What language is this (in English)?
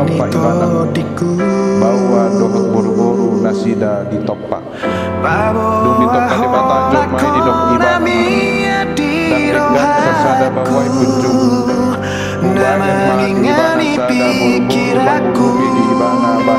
Batak Toba